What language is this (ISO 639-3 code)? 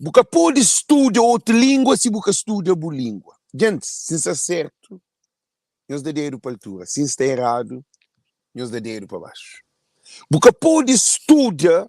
kea